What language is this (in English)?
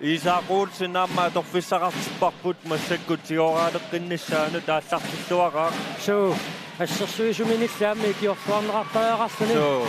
Kalaallisut